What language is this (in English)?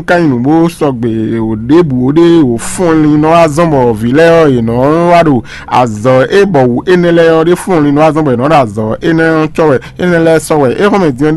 Fon